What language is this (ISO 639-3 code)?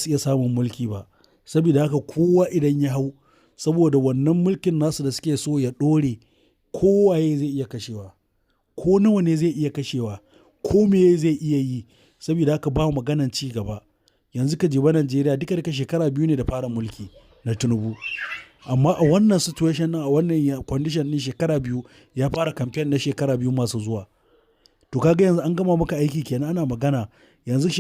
hau